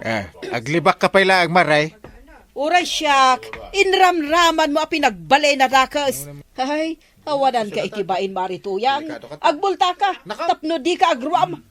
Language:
Iloko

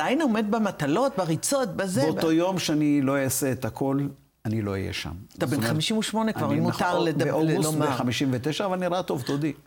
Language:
Hebrew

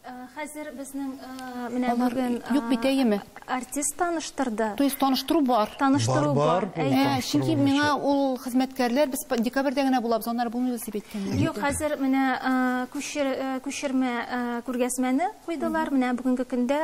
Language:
Tatar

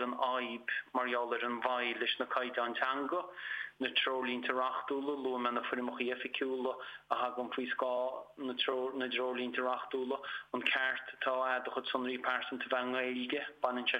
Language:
Irish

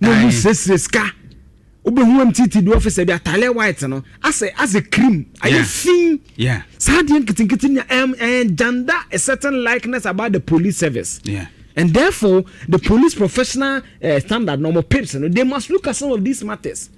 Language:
Akan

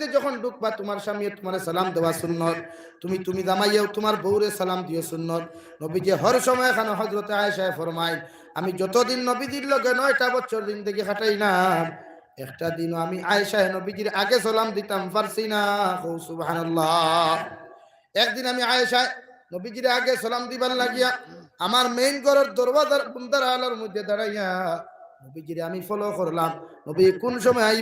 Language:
Sylheti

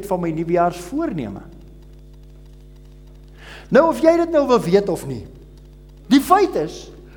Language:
Afrikaans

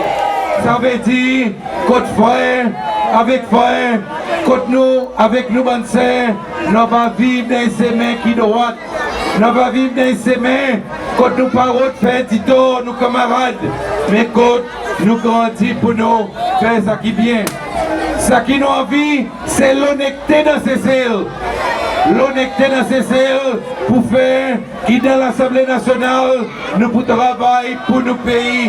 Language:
Seselwa Creole French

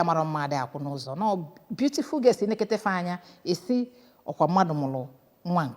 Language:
Igbo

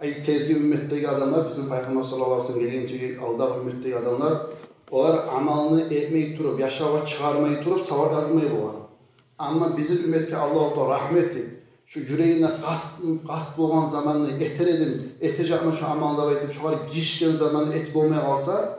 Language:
Kumyk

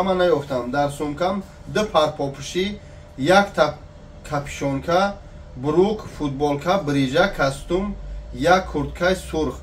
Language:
Tajik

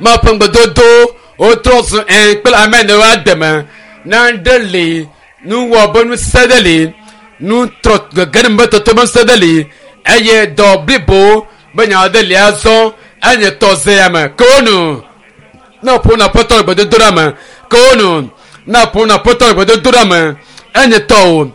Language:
Ewe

